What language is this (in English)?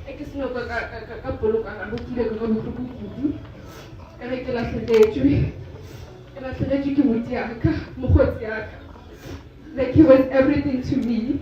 Northern Sotho